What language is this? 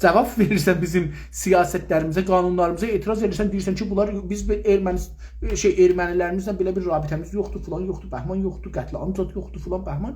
South Azerbaijani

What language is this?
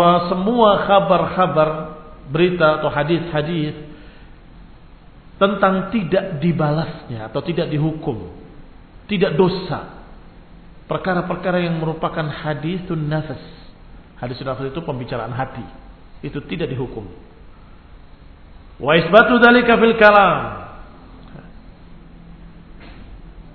Indonesian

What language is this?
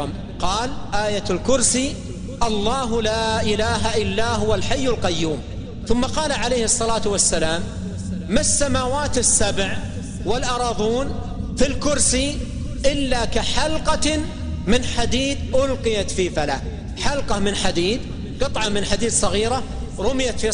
Arabic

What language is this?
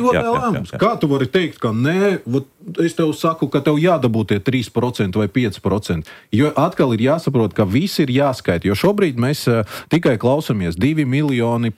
Latvian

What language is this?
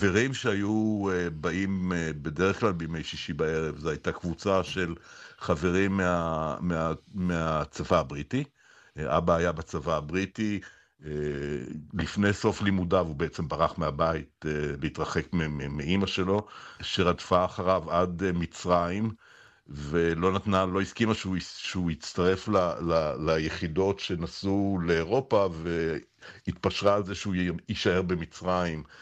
Hebrew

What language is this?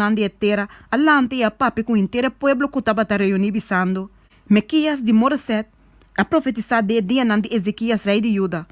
Papiamento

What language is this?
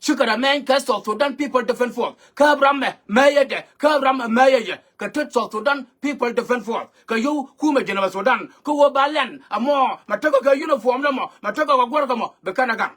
Nuer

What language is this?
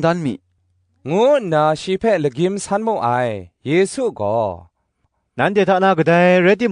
Kachin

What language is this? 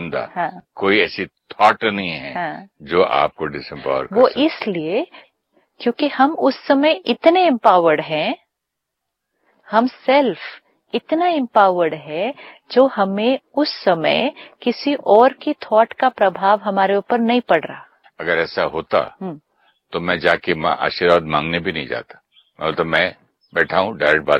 Hindi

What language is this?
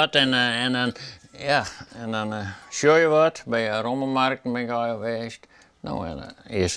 Western Frisian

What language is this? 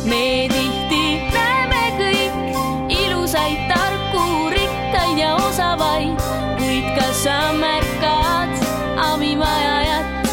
Estonian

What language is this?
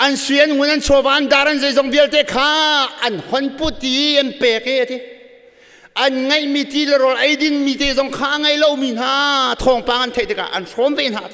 Hakha Chin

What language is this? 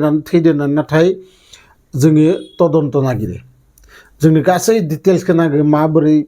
Bodo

